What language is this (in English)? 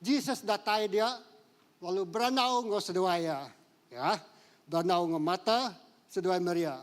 Iban